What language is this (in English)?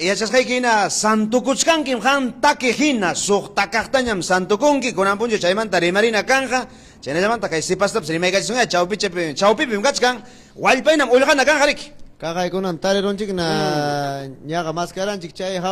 Ayacucho Quechua